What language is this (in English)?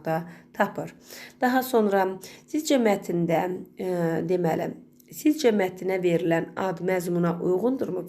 Azerbaijani